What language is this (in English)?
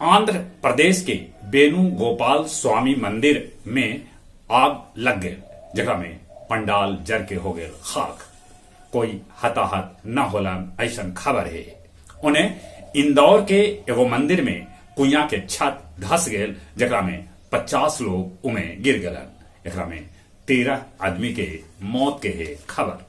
Magahi